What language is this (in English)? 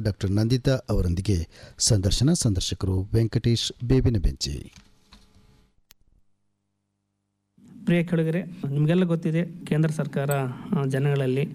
Kannada